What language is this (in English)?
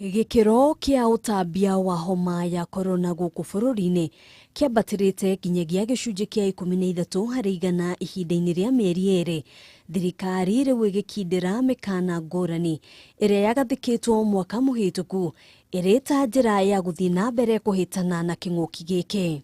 Kikuyu